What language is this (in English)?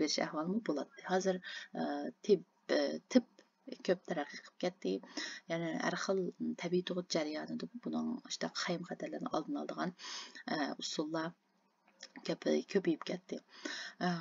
Uyghur